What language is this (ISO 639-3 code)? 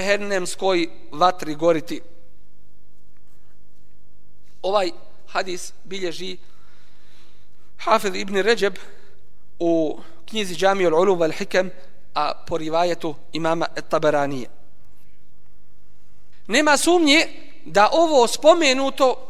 bos